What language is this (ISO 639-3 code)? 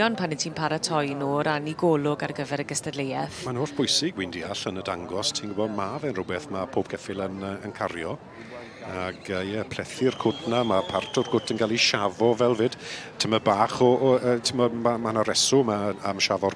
cym